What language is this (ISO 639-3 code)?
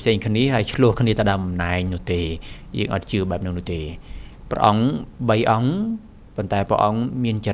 khm